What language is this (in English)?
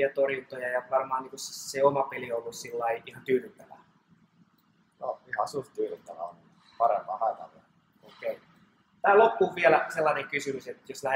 Finnish